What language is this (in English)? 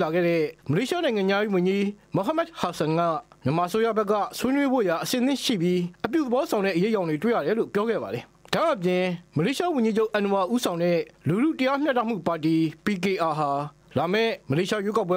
Burmese